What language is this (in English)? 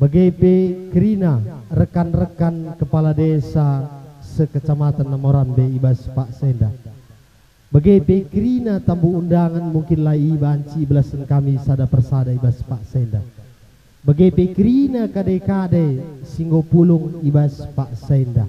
Batak Karo